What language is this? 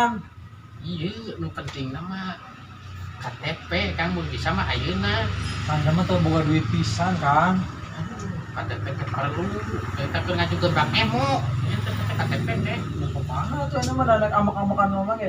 Sundanese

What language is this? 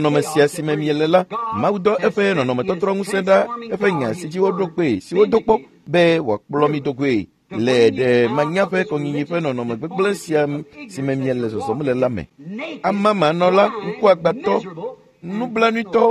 Ewe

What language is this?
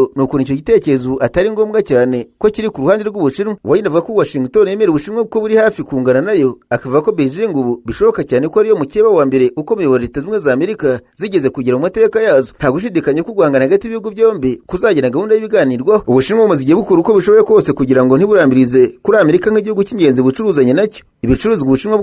Kinyarwanda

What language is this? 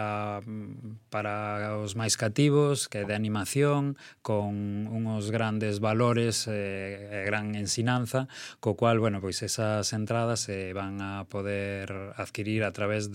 Galician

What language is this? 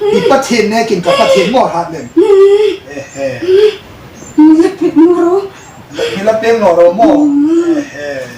Hmar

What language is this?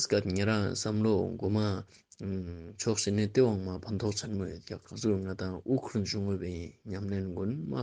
Ladakhi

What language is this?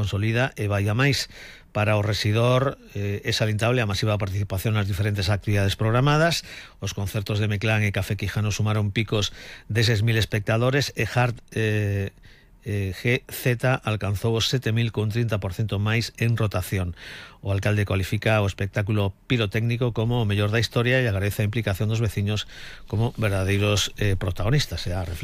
Galician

